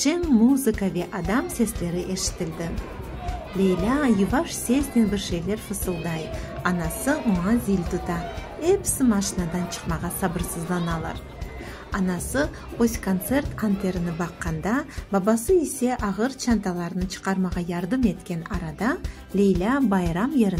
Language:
Crimean Tatar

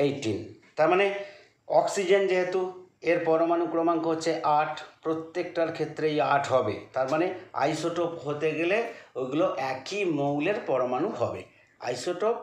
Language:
Bangla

